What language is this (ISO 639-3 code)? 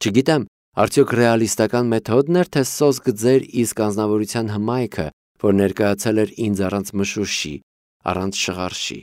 hye